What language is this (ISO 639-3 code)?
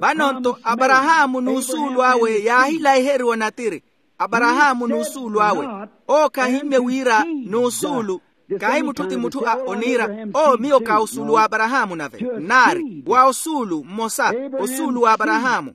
vmw